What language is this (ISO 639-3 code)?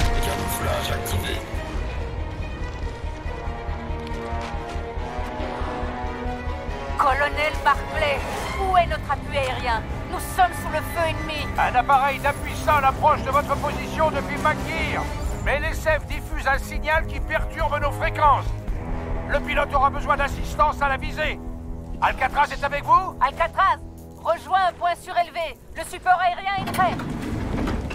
fra